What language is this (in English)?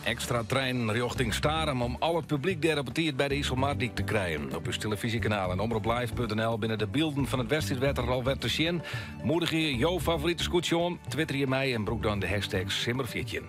Western Frisian